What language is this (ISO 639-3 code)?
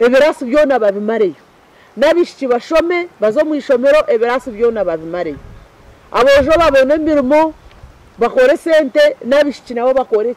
nyn